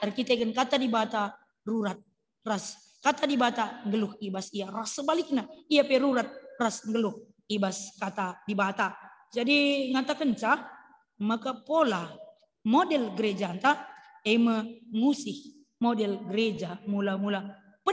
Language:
Batak Karo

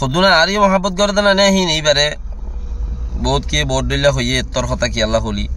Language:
Rohingya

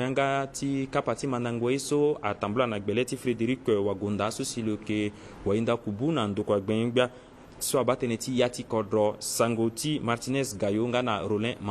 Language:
Sango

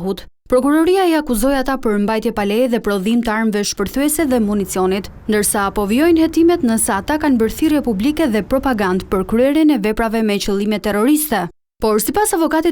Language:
Albanian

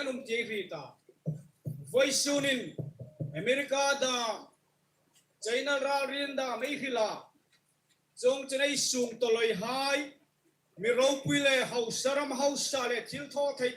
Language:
Hmar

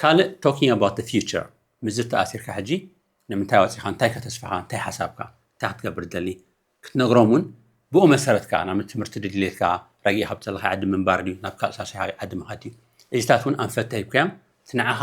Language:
Tigrinya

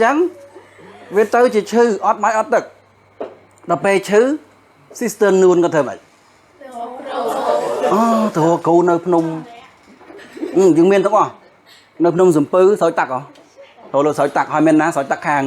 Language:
Khmer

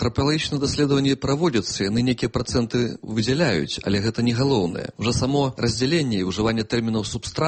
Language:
Belarusian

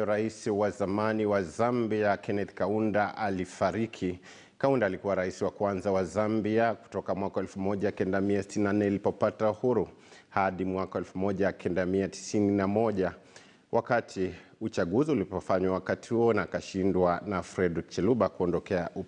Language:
Swahili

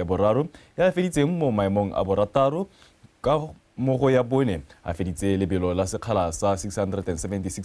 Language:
Tswana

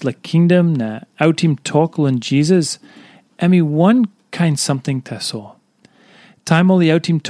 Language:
Tok Pisin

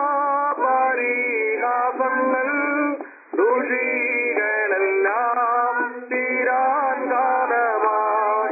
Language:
Malayalam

